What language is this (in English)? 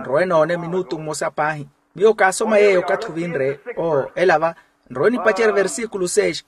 Makhuwa